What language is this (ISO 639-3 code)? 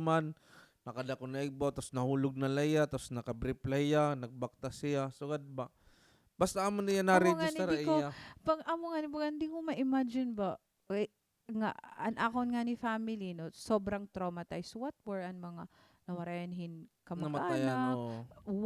war